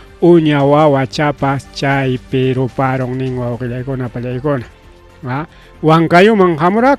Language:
Ayacucho Quechua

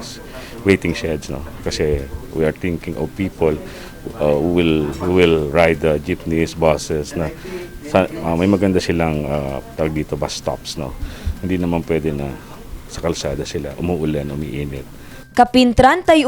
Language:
Hiligaynon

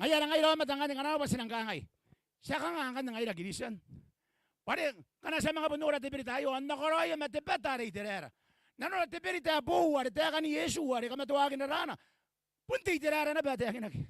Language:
Gilbertese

